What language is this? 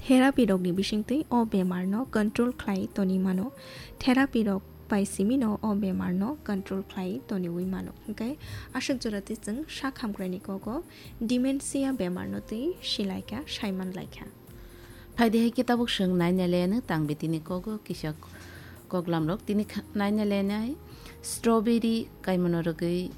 Kok Borok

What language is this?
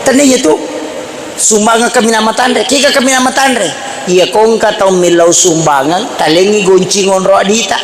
Buginese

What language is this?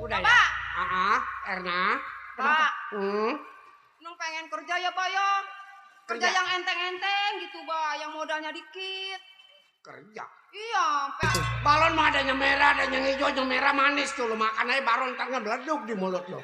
Betawi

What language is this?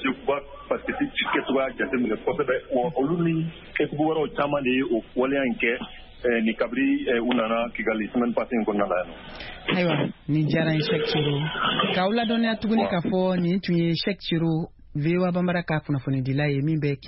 Bambara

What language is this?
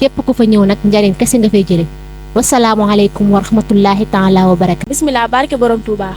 Wolof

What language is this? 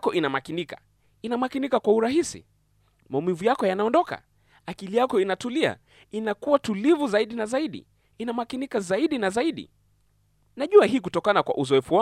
Swahili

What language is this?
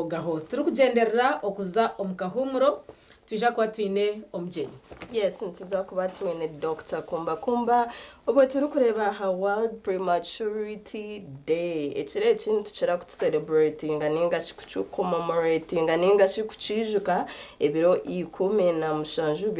Nyankole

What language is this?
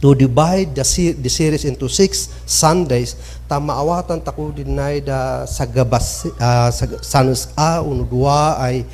Kankanaey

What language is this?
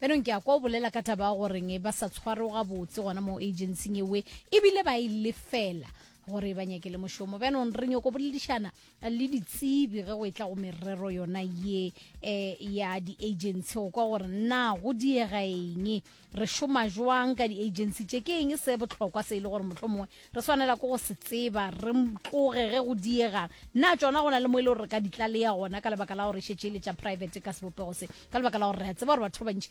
Northern Sotho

